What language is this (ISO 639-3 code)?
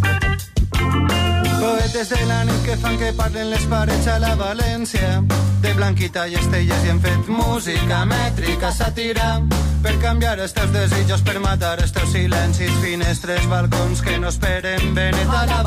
cat